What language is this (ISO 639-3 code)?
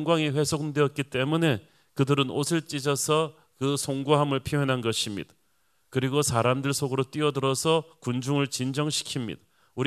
kor